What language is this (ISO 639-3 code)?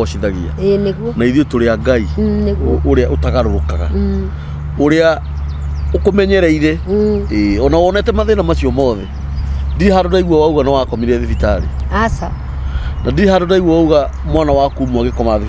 kik